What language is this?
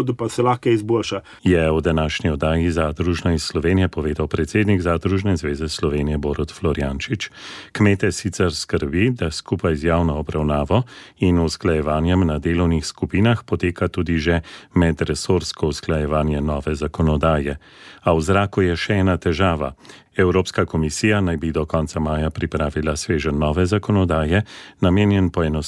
Slovenian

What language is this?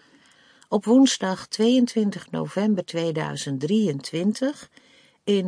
Dutch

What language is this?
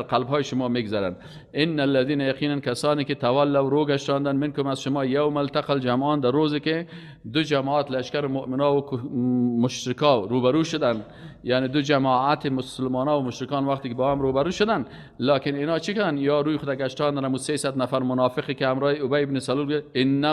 Persian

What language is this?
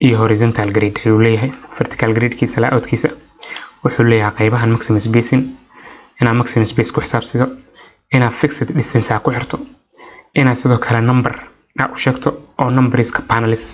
Somali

